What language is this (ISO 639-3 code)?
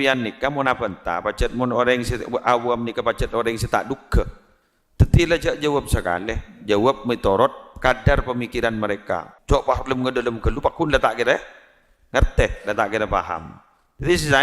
mad